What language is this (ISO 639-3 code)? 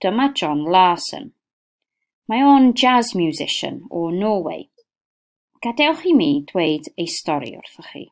cym